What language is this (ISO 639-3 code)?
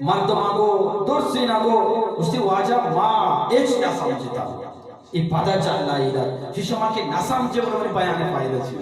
bgp